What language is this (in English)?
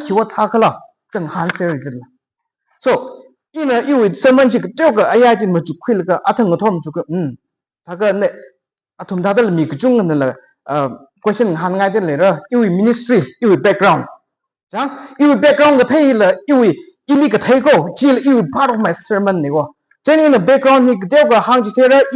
Tangkhul Naga (India)